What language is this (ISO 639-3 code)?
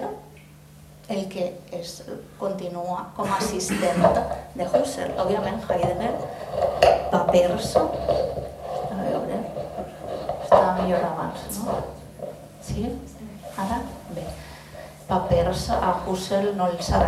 cat